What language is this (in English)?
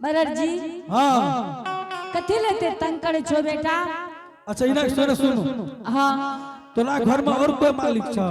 Angika